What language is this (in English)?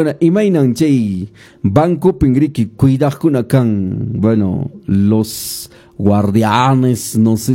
Quechua